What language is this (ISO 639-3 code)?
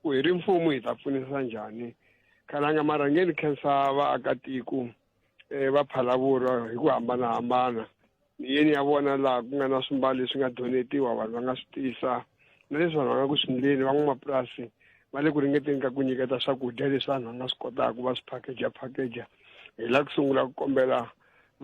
tso